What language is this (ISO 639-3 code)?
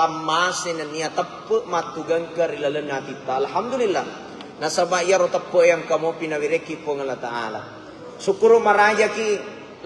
bug